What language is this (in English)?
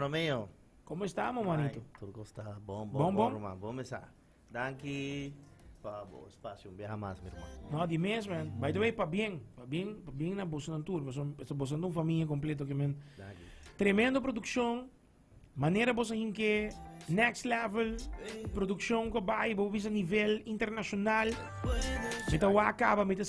Papiamento